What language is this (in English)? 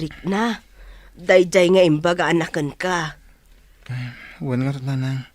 Iloko